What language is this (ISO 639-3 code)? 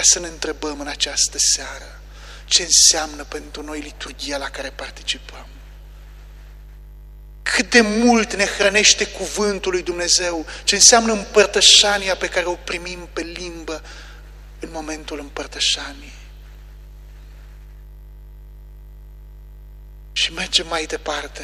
ron